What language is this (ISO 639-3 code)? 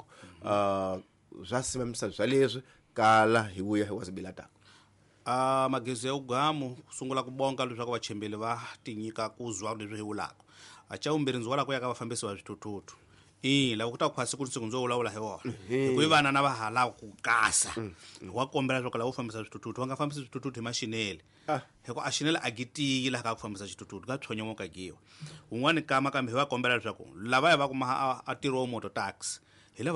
tso